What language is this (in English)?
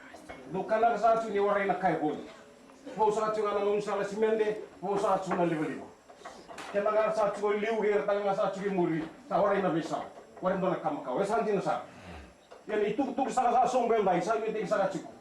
Fijian